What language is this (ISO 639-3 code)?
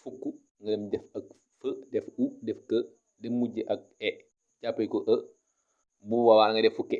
wol